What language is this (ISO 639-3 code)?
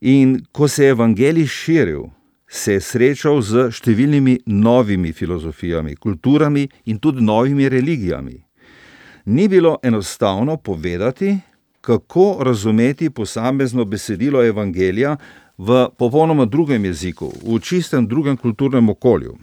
slv